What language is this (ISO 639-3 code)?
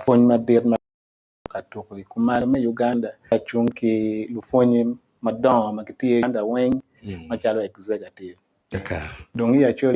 ach